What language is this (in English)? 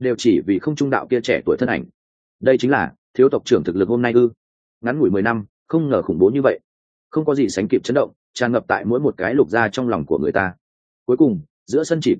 Vietnamese